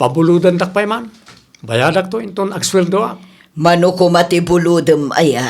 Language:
Iloko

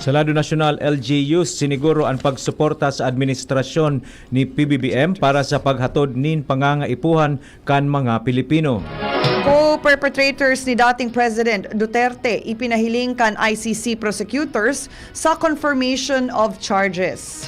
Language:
Bikol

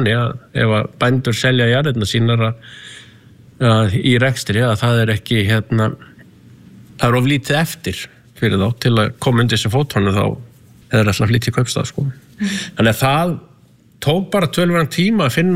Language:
Icelandic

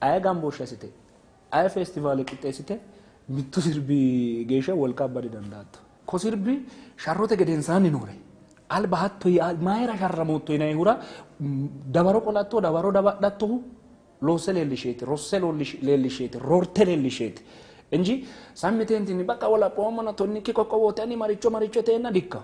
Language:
Sidamo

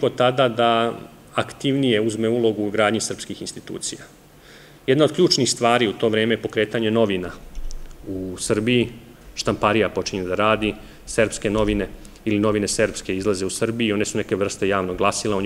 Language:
Serbian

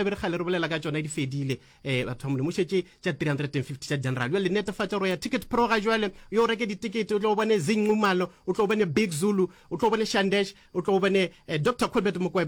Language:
Northern Sotho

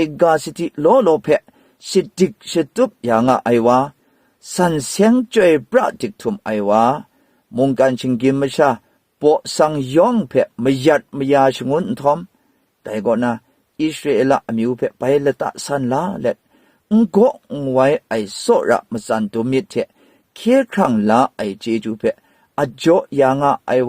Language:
Kachin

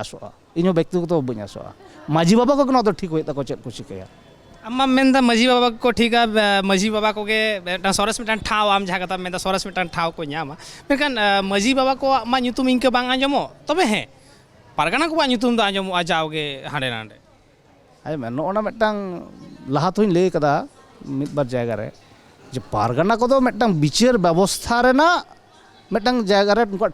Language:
Santali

